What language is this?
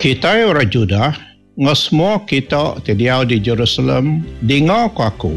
Iban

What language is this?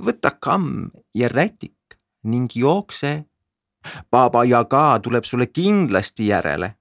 Estonian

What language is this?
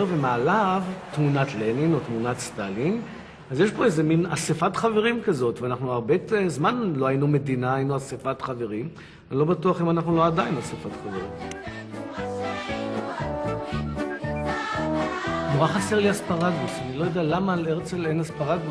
Hebrew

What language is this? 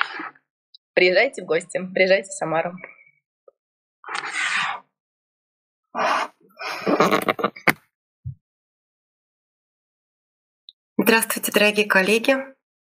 Russian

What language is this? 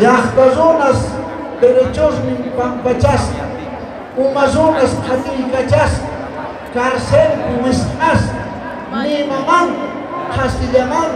Tajik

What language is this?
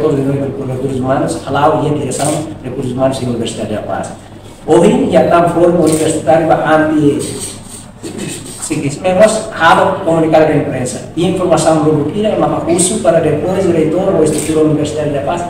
Tetum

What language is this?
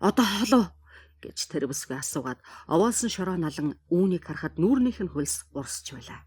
Mongolian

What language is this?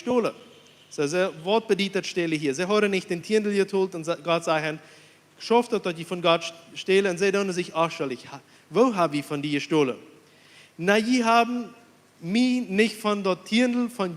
Plautdietsch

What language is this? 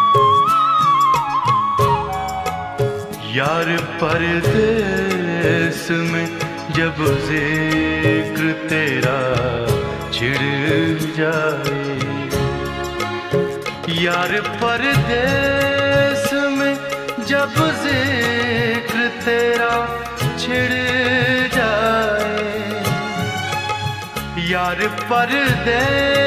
Hindi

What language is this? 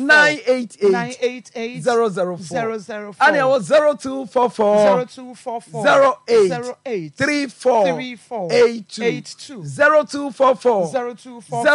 Akan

